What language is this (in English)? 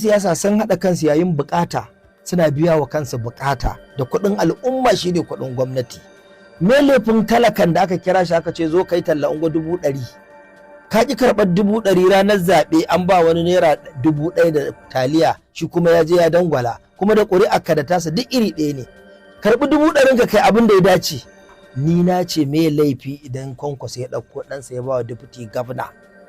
Hausa